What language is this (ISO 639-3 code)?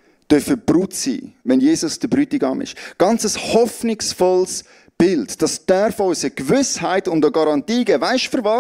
gsw